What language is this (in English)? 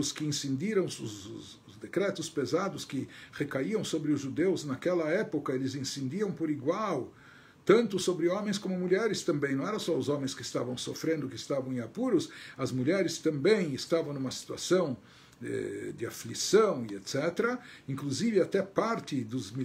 Portuguese